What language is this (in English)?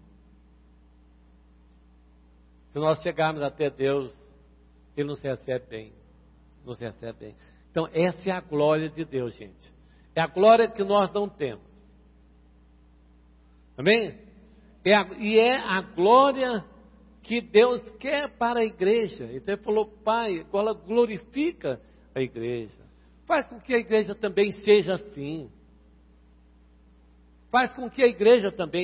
Portuguese